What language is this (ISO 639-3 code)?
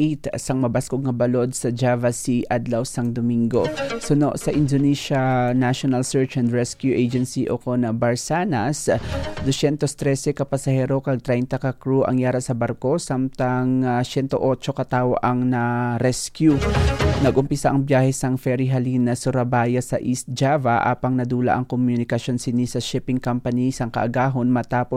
hil